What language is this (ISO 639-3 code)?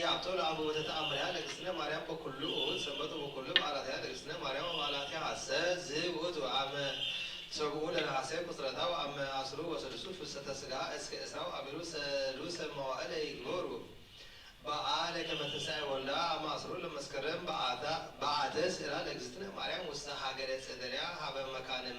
gez